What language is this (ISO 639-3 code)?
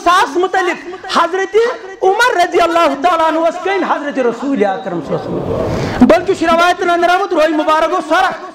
kas